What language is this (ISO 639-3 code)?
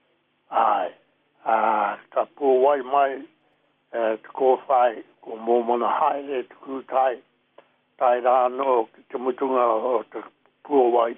mri